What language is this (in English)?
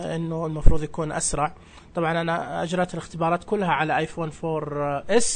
Najdi Arabic